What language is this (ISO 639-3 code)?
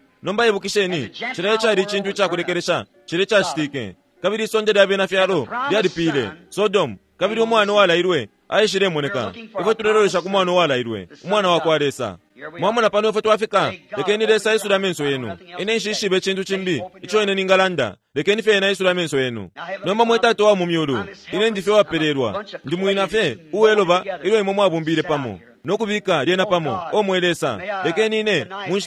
bem